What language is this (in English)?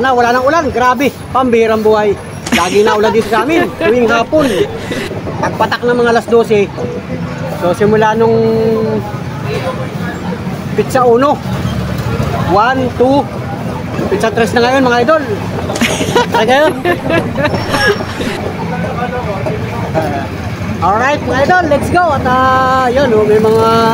Filipino